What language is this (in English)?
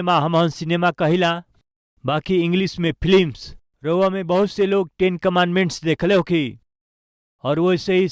Bhojpuri